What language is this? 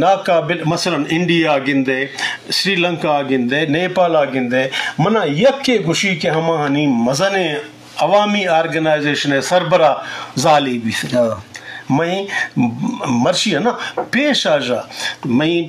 Eastern Balochi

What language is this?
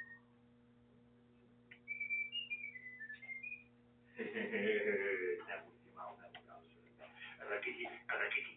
Hungarian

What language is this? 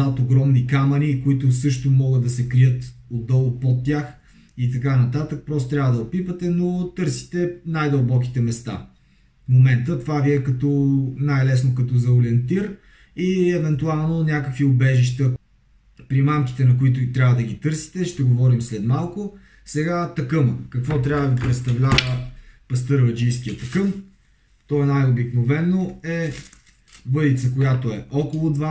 Bulgarian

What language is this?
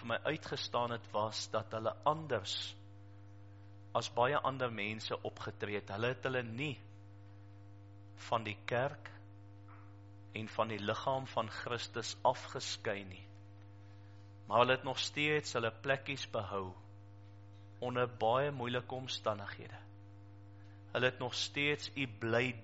Afrikaans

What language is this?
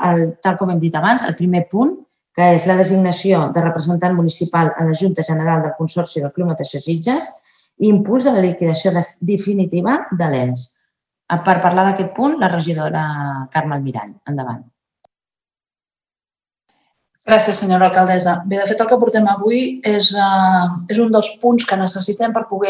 Catalan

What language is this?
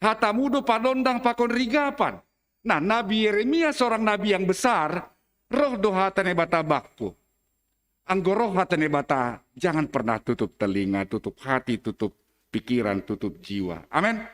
Batak Simalungun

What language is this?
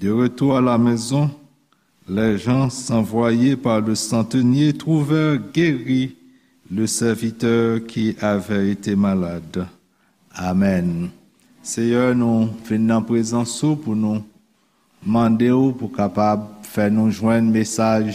Haitian Creole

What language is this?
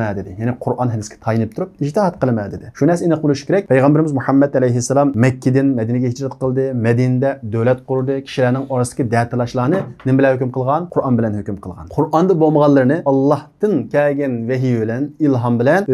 Uyghur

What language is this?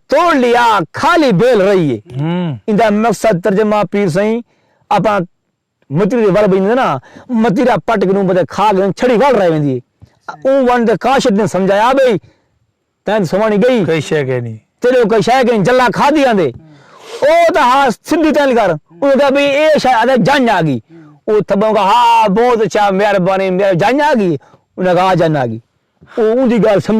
Saraiki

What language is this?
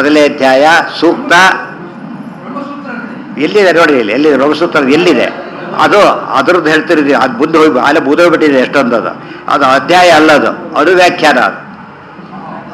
Kannada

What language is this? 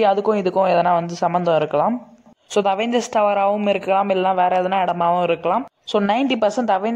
Tamil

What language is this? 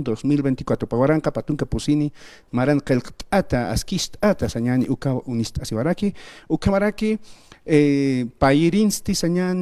Aymara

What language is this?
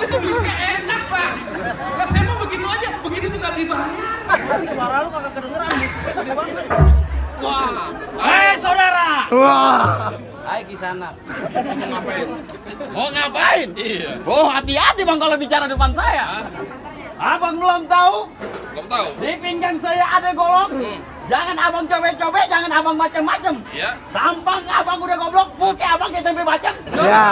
Betawi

